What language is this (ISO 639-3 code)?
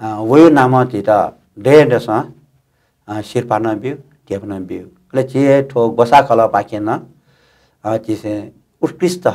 new